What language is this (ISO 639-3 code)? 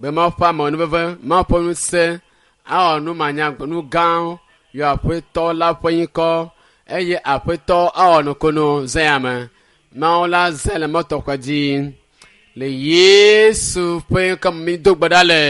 ewe